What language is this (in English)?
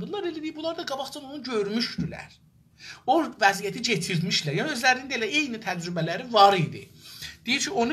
South Azerbaijani